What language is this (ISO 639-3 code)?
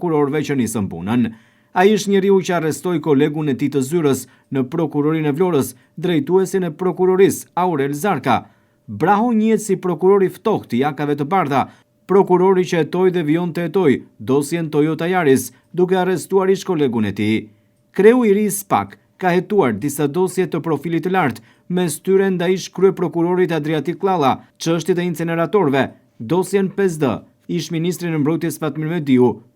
sqi